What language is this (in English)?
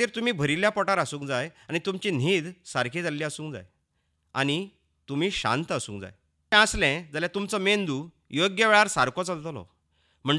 Konkani